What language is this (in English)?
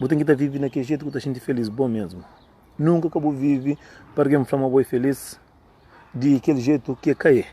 Kabuverdianu